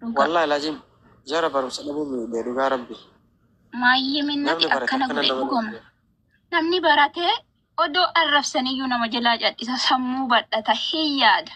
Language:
Oromo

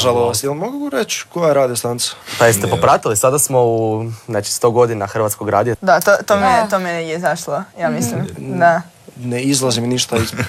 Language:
Croatian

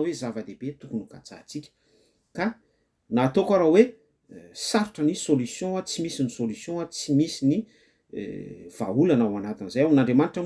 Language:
Malagasy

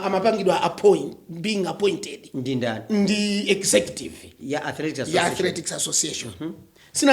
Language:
Nyanja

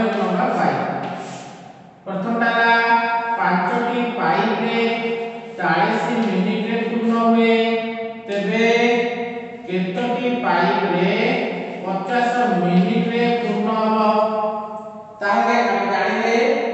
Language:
Odia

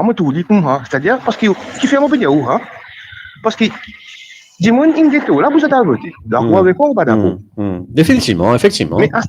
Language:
Morisyen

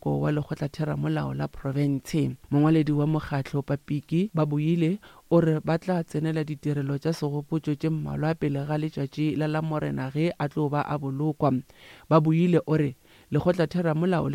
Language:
Northern Sotho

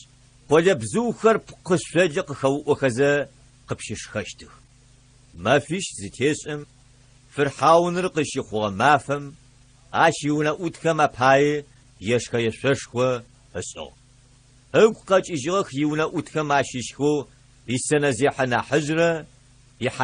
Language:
Adyghe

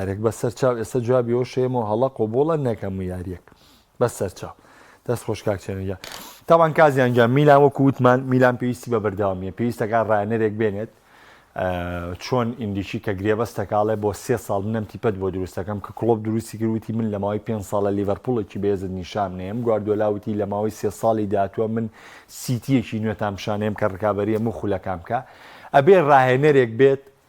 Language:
Central Kurdish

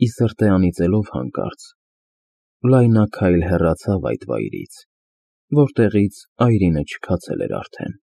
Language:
Armenian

